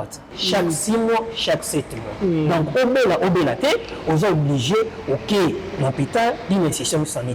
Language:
Lingala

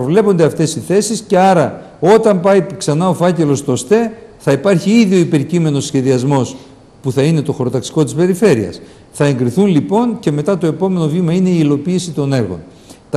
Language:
Greek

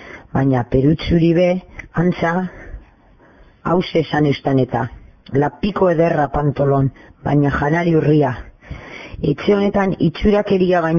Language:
Basque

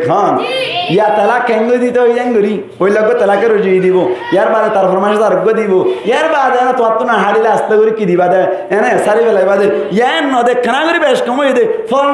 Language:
Rohingya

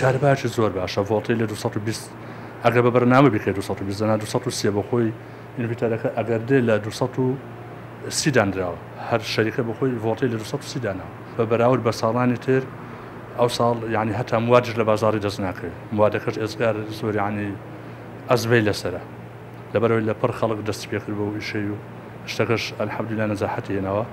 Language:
Central Kurdish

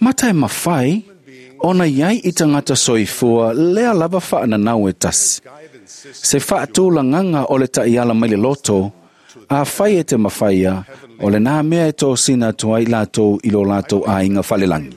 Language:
Samoan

